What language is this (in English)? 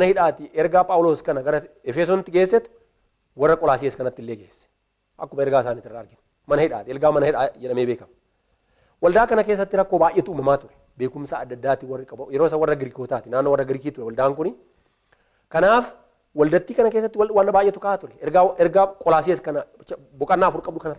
Oromo